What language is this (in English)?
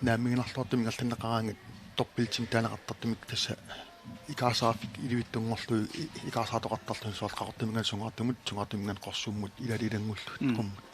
Kalaallisut